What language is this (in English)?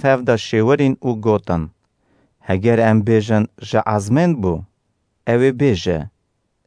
Kurdish